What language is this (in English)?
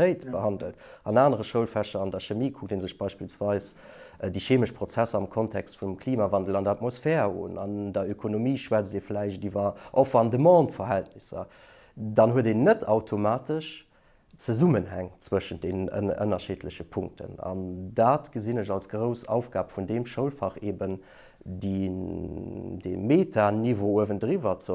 Luxembourgish